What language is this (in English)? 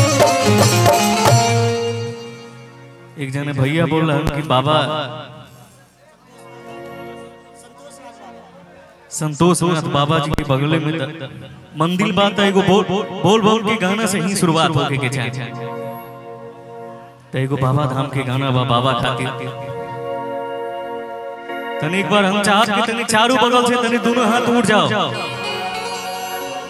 Bhojpuri